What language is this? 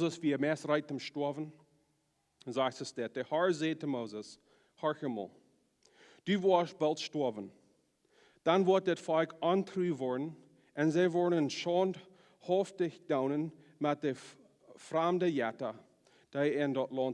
Plautdietsch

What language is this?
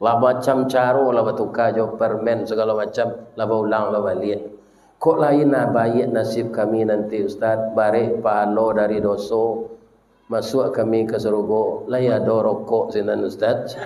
Minangkabau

